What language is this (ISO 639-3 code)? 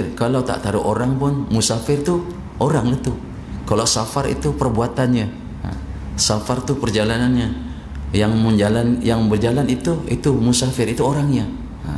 msa